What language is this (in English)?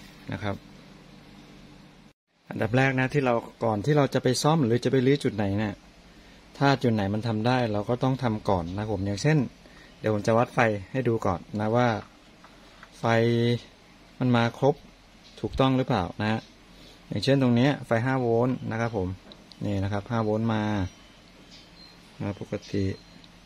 Thai